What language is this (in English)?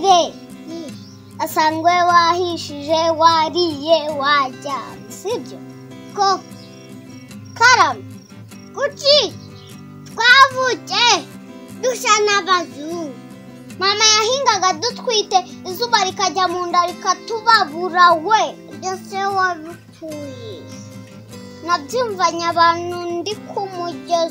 Kinyarwanda